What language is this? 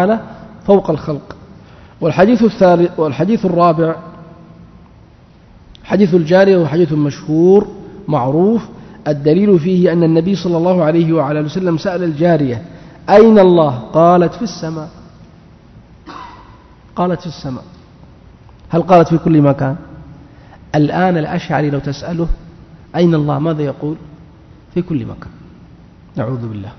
Arabic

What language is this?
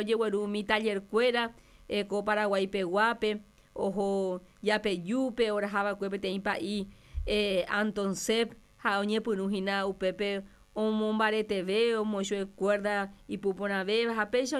Guarani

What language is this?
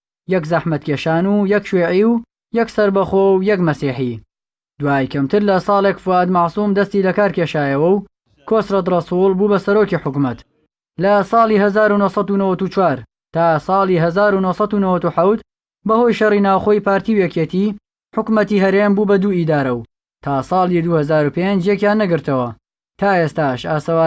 Central Kurdish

